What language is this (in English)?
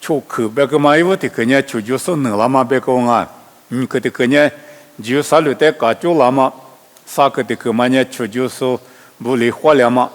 Lisu